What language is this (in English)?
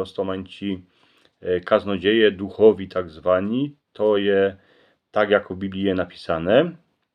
Silesian